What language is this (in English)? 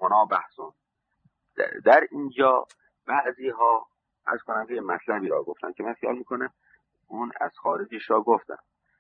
Persian